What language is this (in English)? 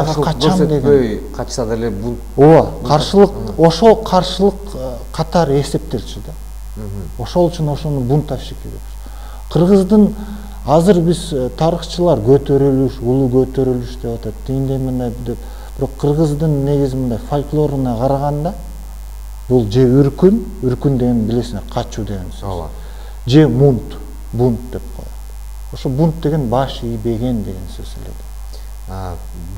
Kyrgyz